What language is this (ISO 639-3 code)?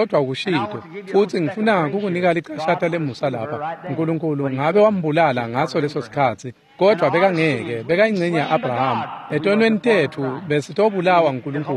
ssw